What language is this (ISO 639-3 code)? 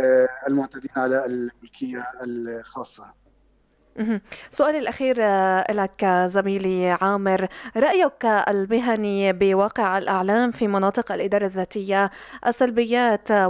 apc